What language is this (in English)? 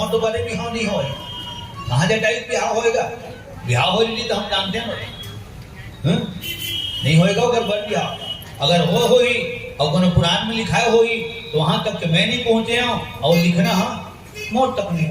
Chhattisgarhi